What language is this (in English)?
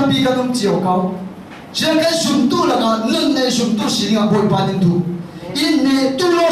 Falam Chin